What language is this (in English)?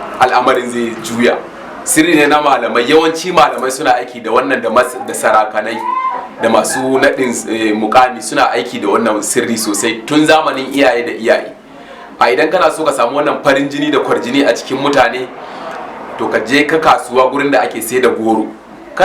Hausa